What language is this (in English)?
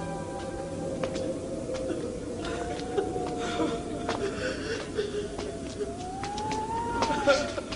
S'gaw Karen